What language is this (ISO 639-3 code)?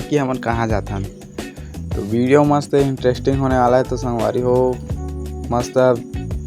hne